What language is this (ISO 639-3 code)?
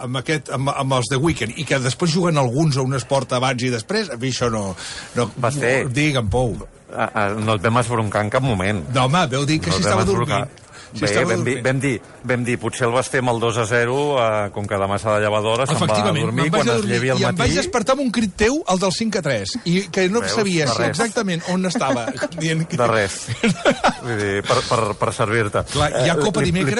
cat